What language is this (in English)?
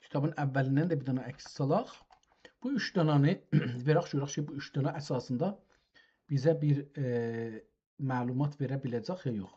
South Azerbaijani